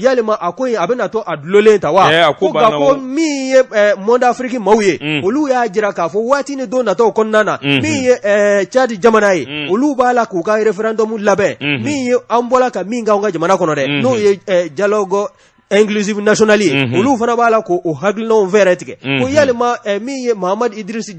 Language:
Bambara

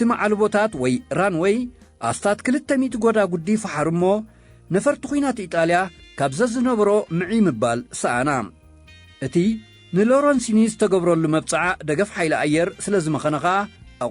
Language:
Tigrinya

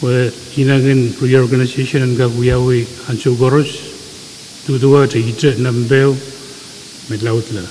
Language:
Pohnpeian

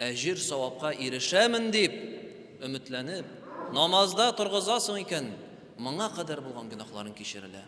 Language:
Tatar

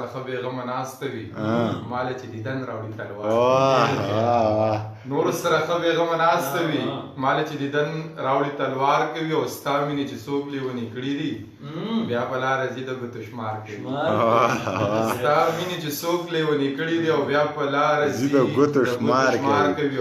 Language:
Pashto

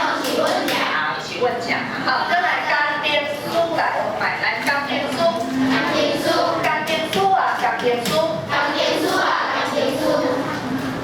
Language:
Min Nan Chinese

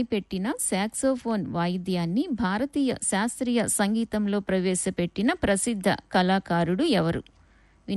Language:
Telugu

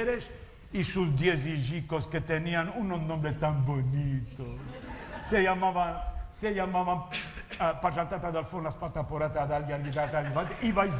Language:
Ladino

